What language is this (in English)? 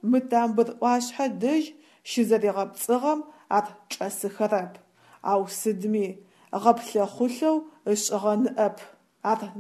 Adyghe